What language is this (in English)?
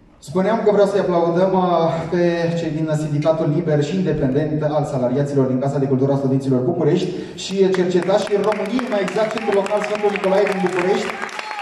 Romanian